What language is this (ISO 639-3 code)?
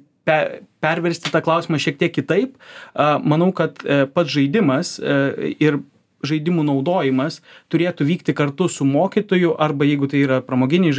lit